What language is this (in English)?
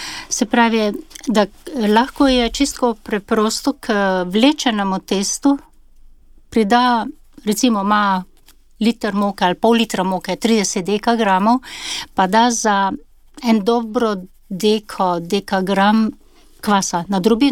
Slovenian